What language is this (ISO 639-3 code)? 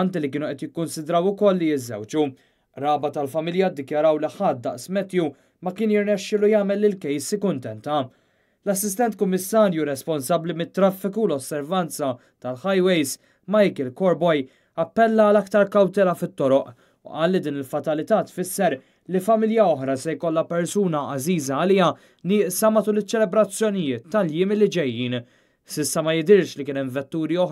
mlt